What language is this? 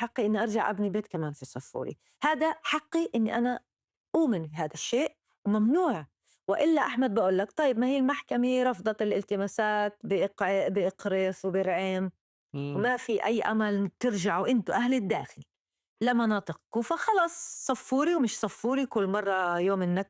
North Levantine Arabic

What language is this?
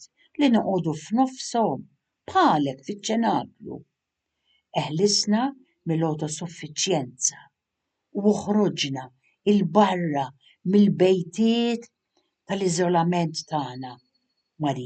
Maltese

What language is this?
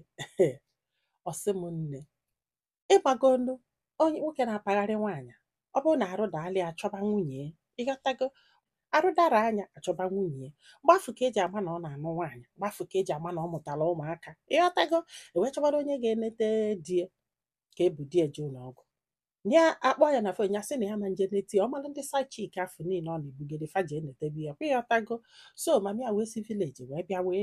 Igbo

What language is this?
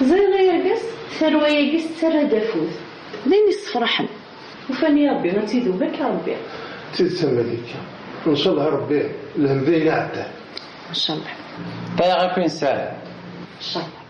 Kabyle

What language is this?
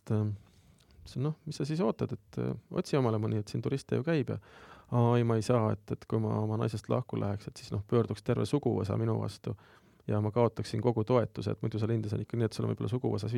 Estonian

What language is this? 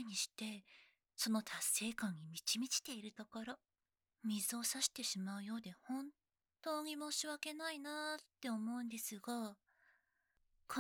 Japanese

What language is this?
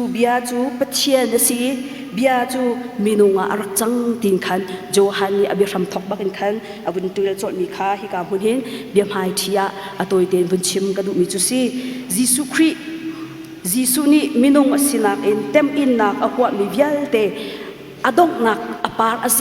Hakha Chin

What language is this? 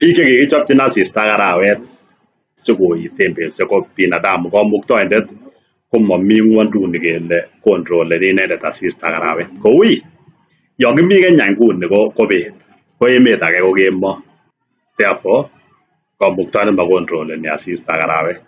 Kalenjin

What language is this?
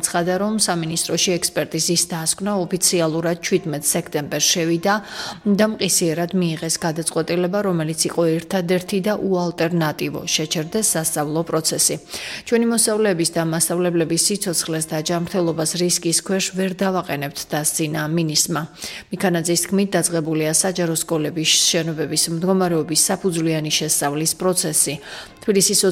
Georgian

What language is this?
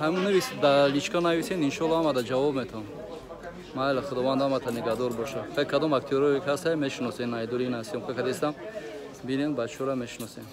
Tajik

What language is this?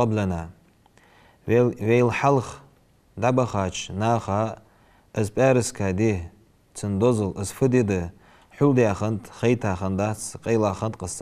Ingush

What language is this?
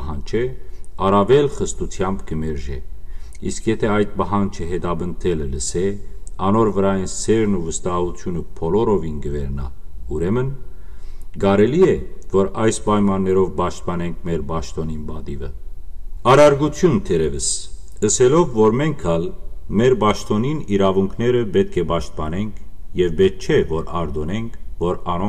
Western Armenian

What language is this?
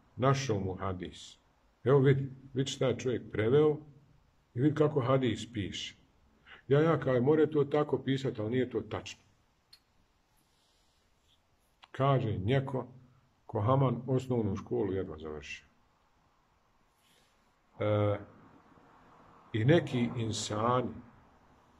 Bosnian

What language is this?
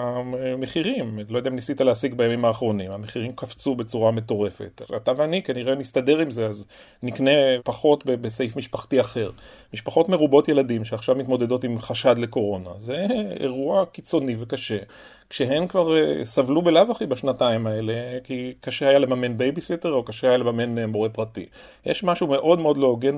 Hebrew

